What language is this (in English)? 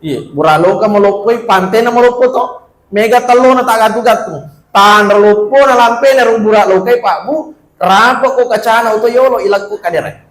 Buginese